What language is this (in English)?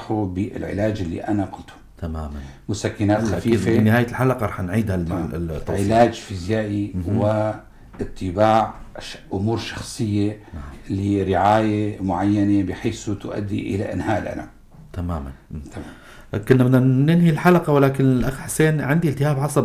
North Levantine Arabic